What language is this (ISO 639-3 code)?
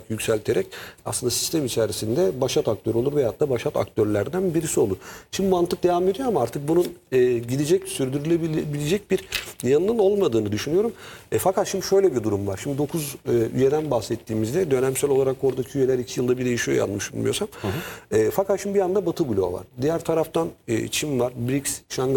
tur